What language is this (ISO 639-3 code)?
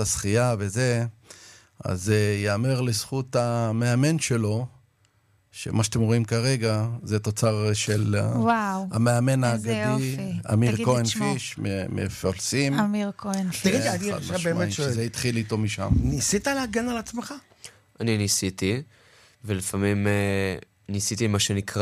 heb